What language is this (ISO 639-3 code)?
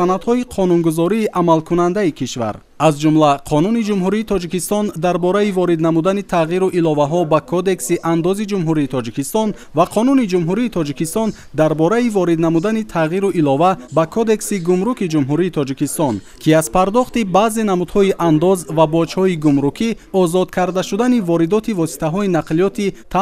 tgk